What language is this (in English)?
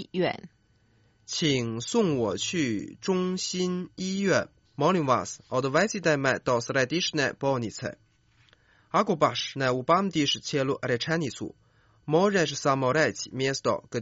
Croatian